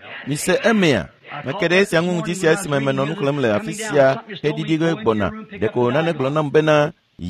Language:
Ewe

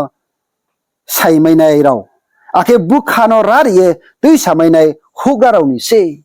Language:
Riang (India)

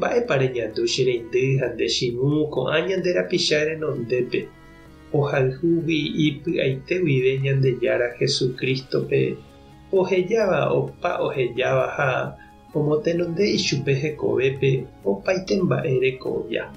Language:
Guarani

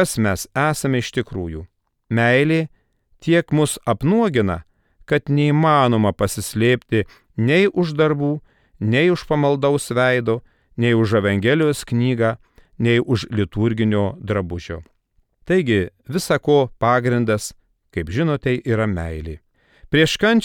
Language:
Lithuanian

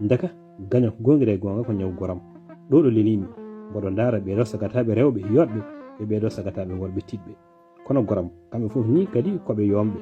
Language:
Fula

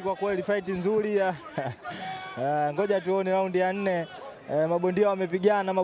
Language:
Swahili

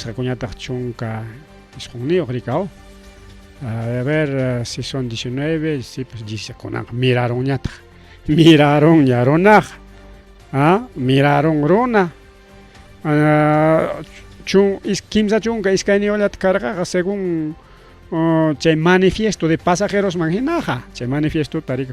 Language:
Ayacucho Quechua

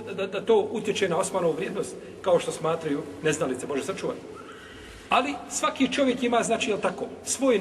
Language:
Bosnian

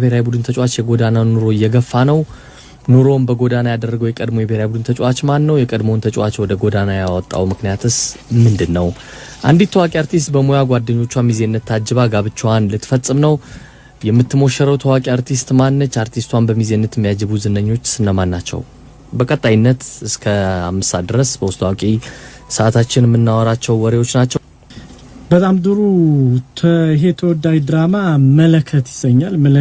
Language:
Amharic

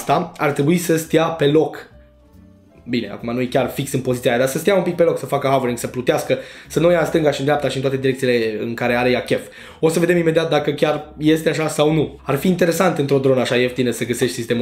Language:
Romanian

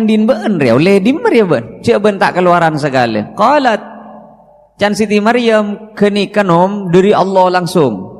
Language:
Madurese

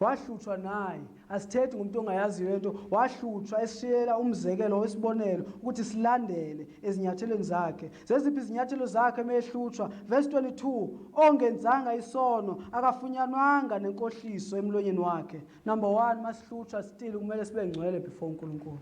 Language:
Zulu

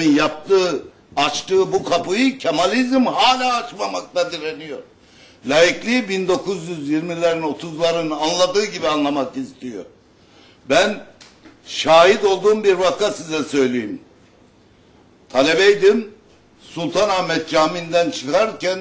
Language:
Turkish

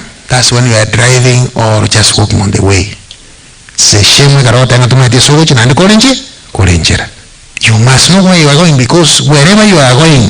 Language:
Gusii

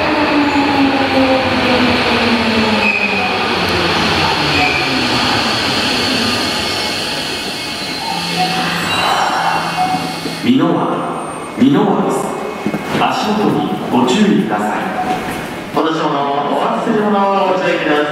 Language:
Japanese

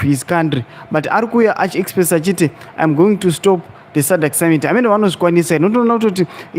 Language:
Shona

